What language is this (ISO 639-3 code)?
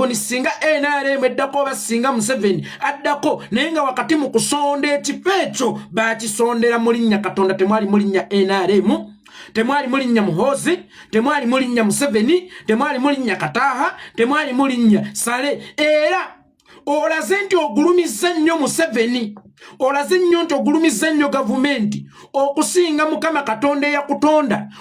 lug